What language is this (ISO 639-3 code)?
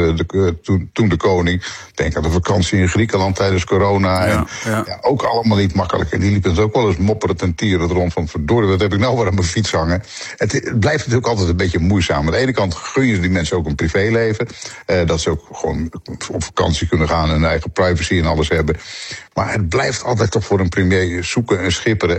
nld